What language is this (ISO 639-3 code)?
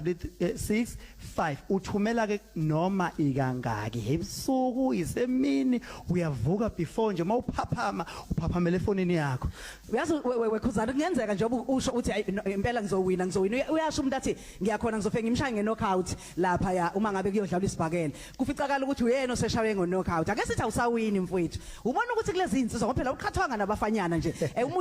zul